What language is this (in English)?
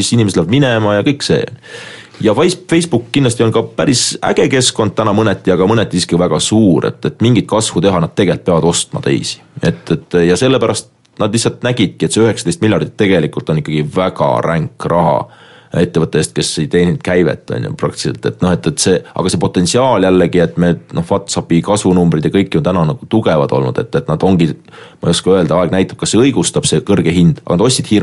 Estonian